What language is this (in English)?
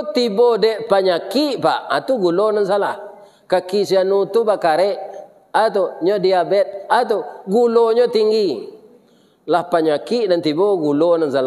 Minangkabau